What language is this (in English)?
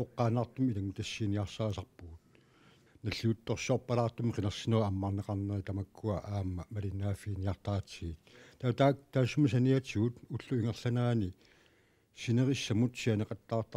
Kalaallisut